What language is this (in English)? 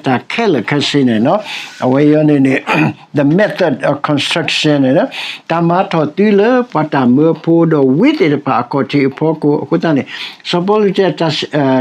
S'gaw Karen